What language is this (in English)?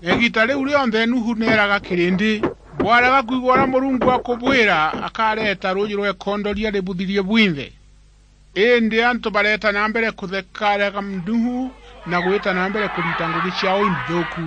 Meru